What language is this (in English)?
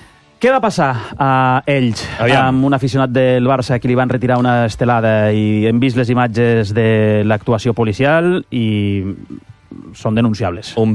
Catalan